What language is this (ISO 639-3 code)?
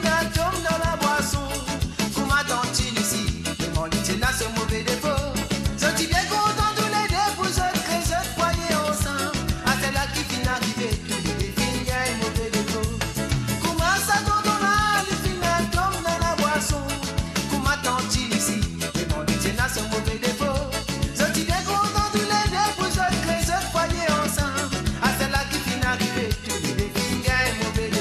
mfe